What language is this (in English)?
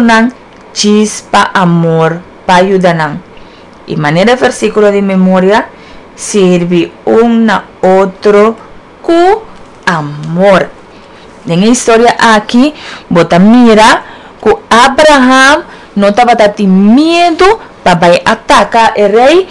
Papiamento